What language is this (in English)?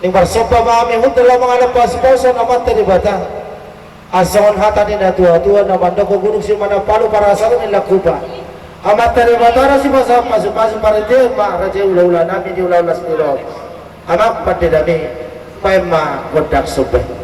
Batak Toba